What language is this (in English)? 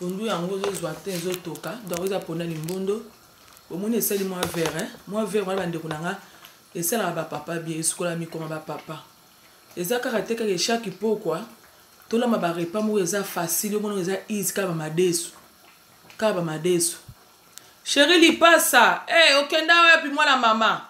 Lingala